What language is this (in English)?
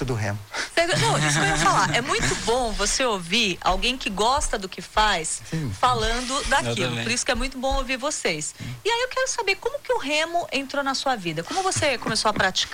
Portuguese